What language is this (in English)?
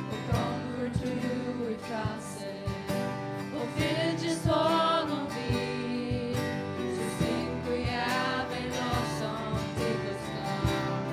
Faroese